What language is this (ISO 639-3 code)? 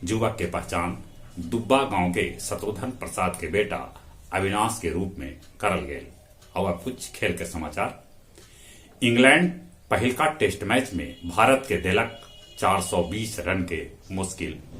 mag